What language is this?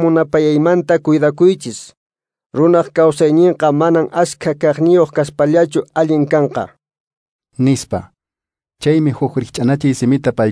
Quechua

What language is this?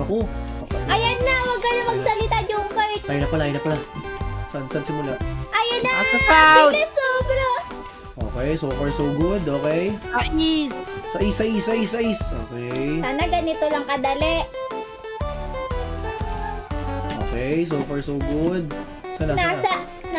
Filipino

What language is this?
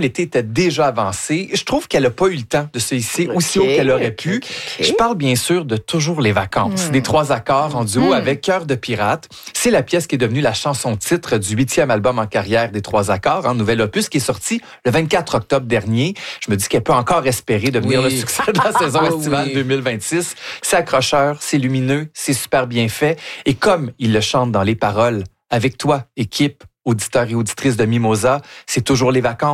French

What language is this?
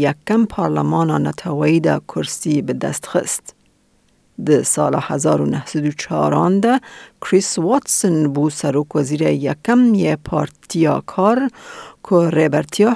Kurdish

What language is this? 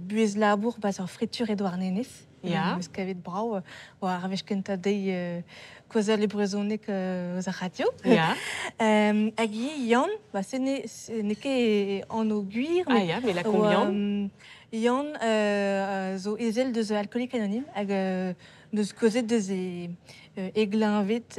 Breton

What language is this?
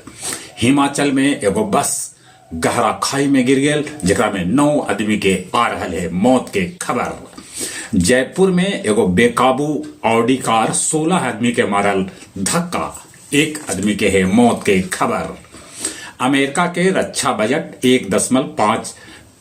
Magahi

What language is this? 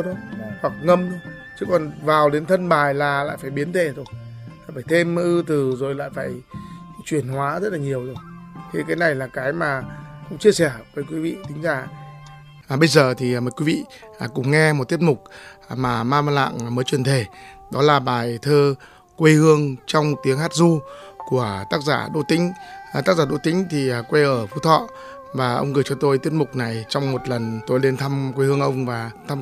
Vietnamese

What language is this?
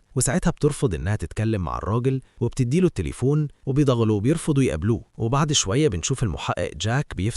Egyptian Arabic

